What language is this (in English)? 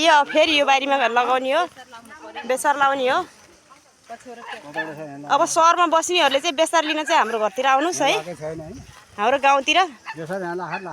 Nepali